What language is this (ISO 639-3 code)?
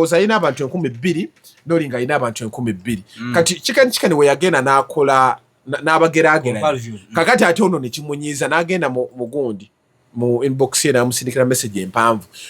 lug